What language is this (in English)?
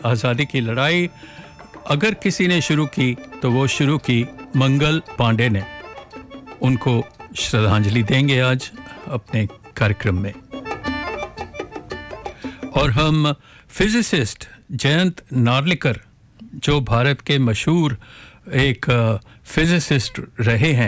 Hindi